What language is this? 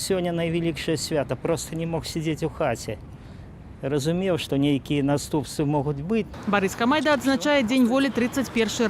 Belarusian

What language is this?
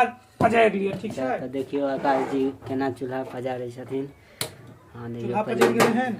Maithili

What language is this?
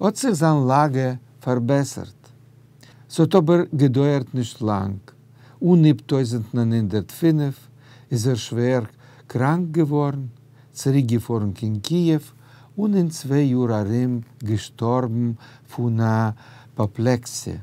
Yiddish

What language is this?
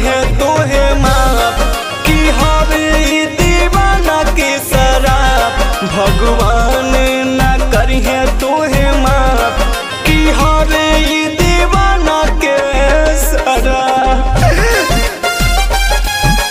Bhojpuri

